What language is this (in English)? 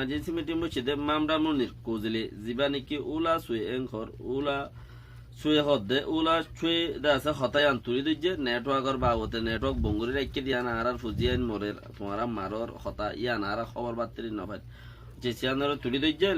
Rohingya